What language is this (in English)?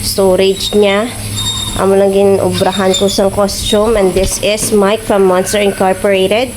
Hiligaynon